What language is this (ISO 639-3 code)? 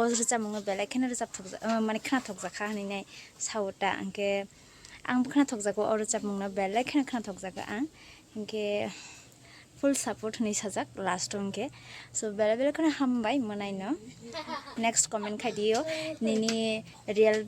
trp